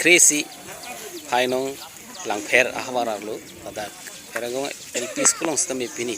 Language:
Karbi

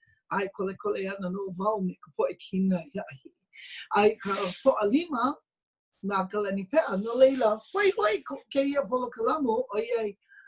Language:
Hawaiian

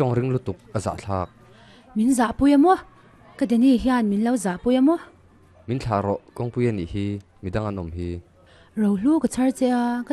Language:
Mizo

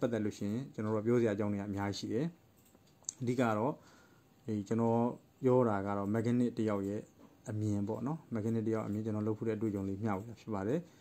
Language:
Burmese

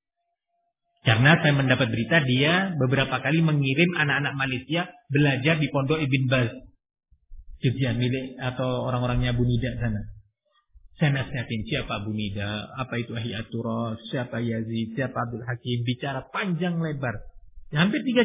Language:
Indonesian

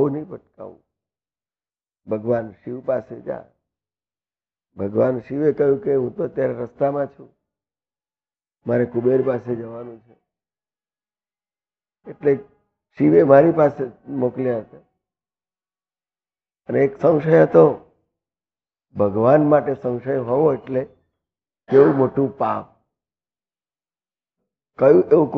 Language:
Gujarati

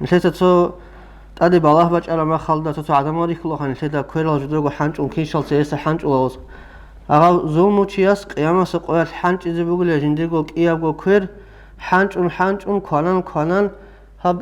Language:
Avaric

